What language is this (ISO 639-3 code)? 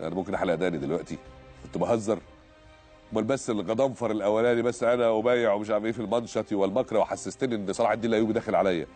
arz